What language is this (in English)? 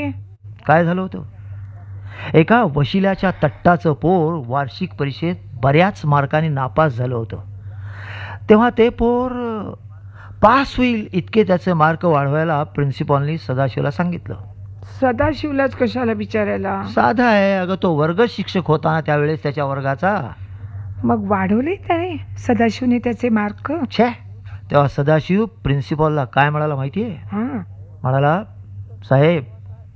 Marathi